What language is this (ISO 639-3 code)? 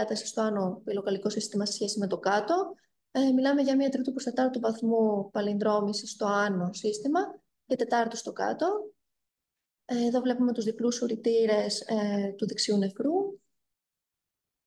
ell